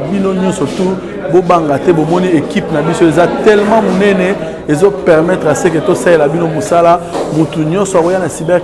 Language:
Lingala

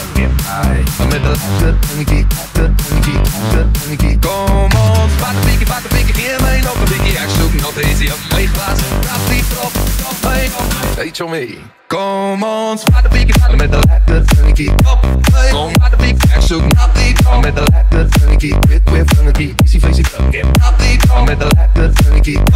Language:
Afrikaans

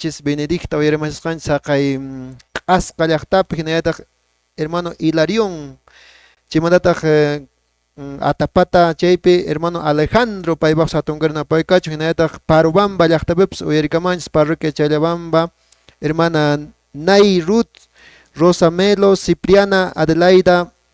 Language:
Quechua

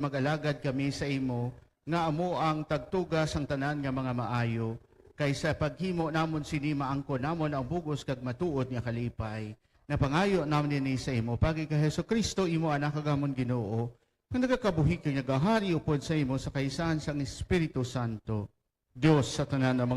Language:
Hiligaynon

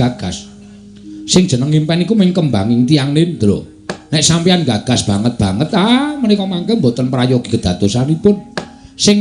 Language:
Javanese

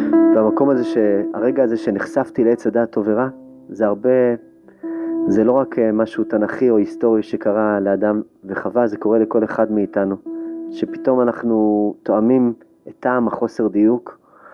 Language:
Hebrew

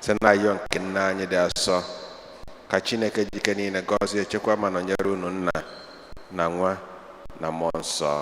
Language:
Igbo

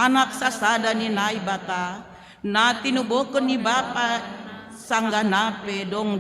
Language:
Batak Simalungun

